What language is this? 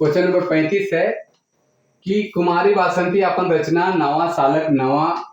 Sadri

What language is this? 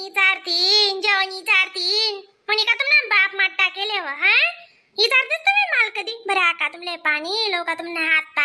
Khandesi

